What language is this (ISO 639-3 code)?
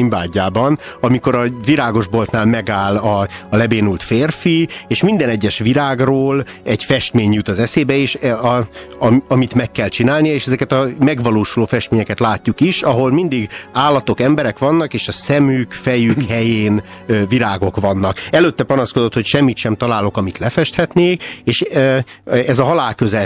hun